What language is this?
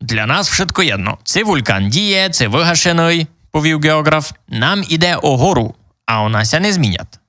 Rusyn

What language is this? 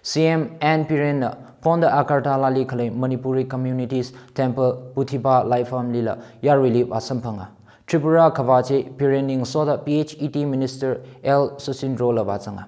Tangkhul Naga (India)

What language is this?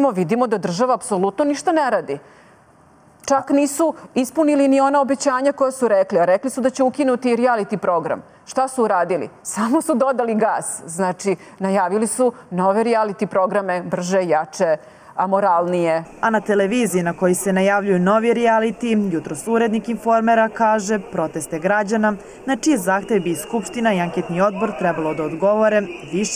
Serbian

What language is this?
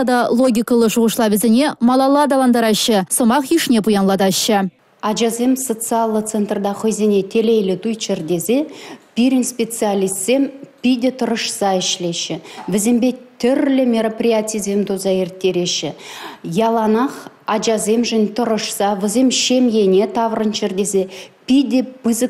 Chuvash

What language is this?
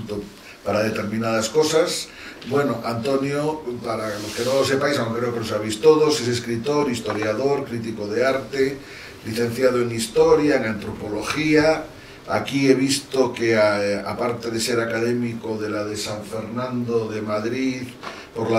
Spanish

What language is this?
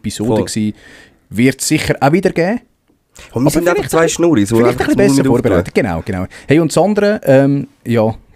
Swiss German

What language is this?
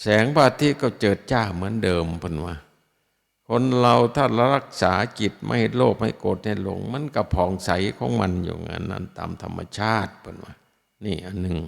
Northeastern Thai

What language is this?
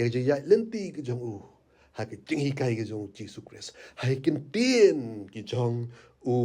Khasi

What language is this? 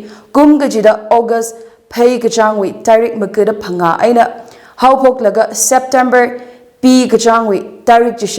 Tangkhul Naga (India)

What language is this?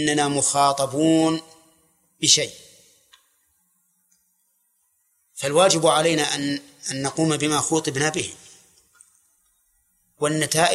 Arabic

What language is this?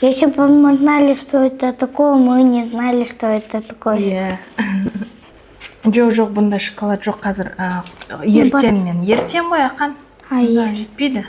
Kazakh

